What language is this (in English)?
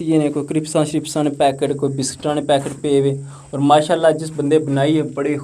Pahari-Potwari